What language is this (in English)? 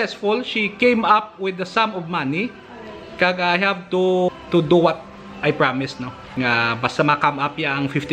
Hiligaynon